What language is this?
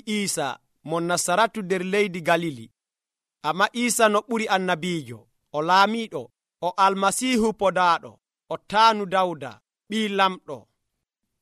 Nigerian Fulfulde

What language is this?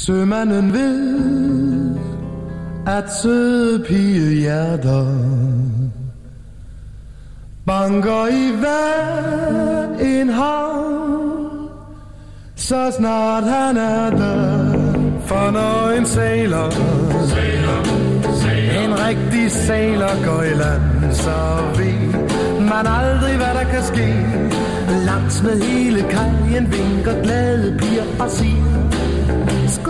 Danish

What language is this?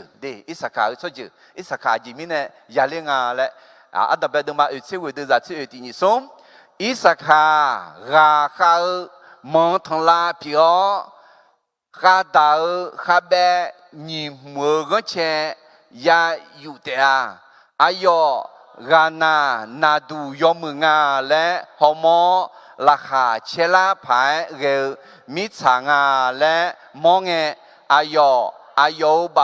Akha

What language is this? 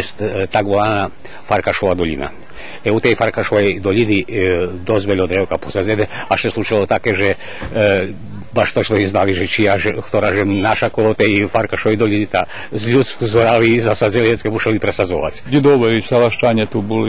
Rusyn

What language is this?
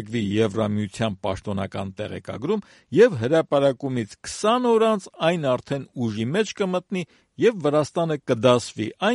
Armenian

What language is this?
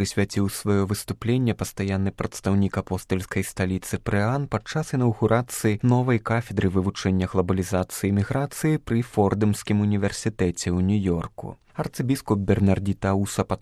Belarusian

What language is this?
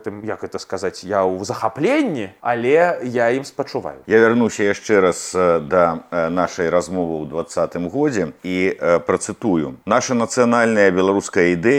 Belarusian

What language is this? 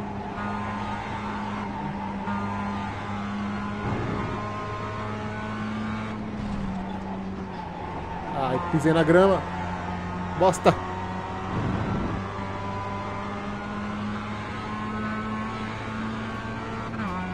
Portuguese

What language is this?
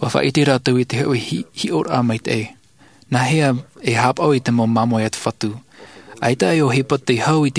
Tahitian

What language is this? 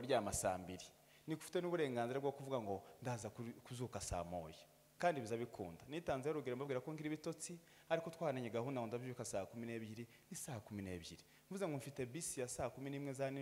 Kinyarwanda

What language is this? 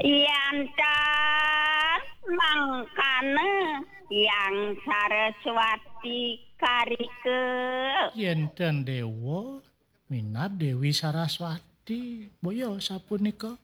Balinese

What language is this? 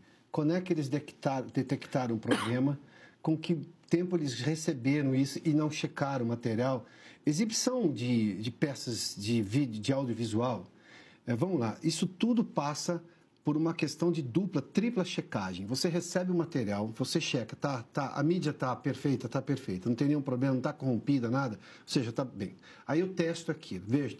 Portuguese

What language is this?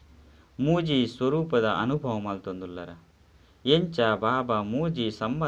Tulu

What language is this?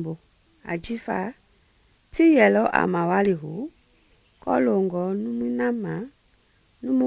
Mende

